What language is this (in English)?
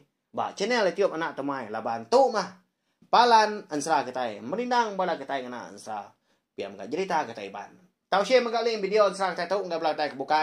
Iban